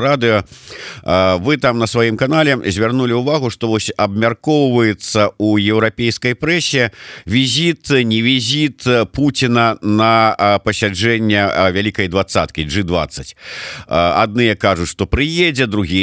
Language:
Belarusian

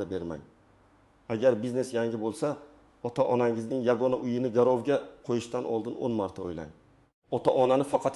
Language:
Uzbek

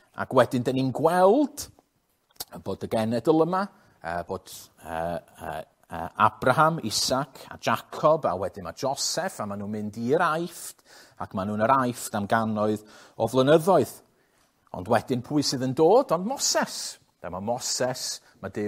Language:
Welsh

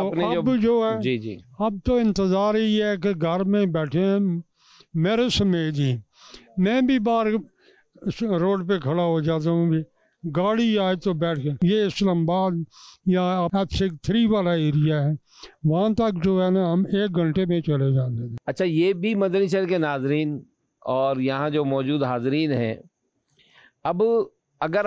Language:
Urdu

